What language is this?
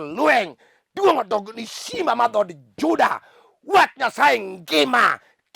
Luo (Kenya and Tanzania)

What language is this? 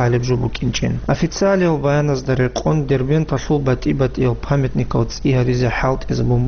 Avaric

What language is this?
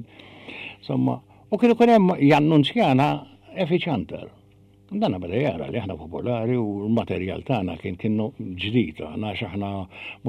Maltese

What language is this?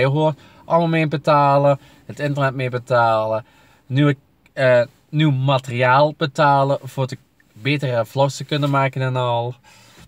Dutch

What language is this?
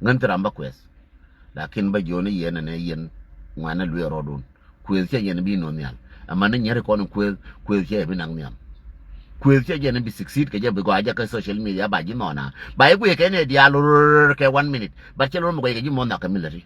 Nuer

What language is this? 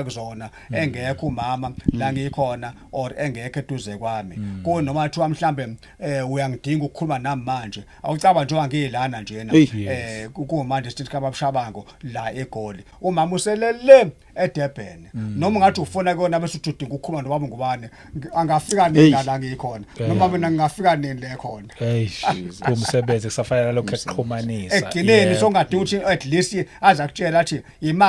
Zulu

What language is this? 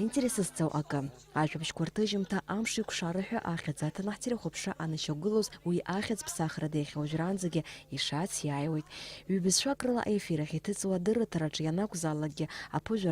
Abkhazian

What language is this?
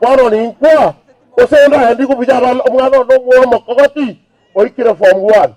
Gusii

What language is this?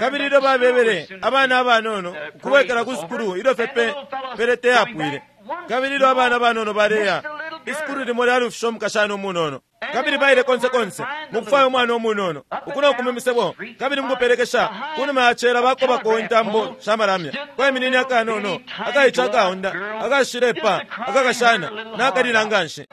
Bemba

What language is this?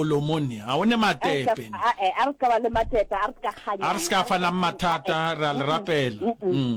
Northern Sotho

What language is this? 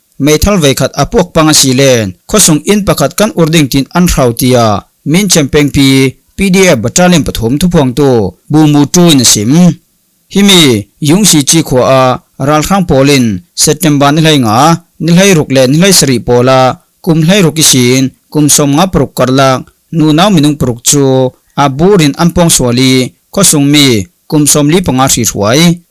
Falam Chin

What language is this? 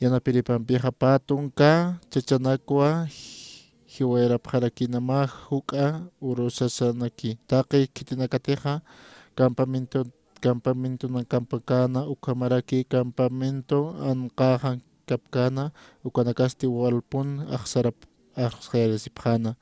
Aymara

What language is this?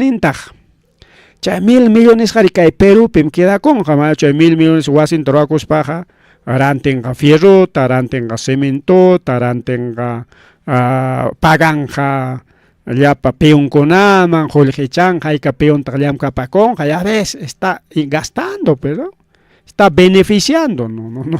Ayacucho Quechua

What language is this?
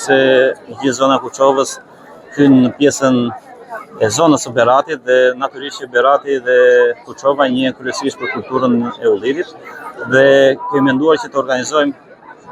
Albanian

